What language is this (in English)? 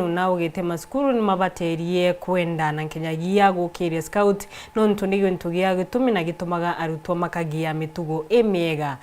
Meru